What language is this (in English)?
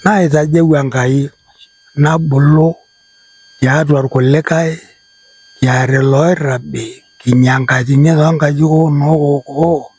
Masai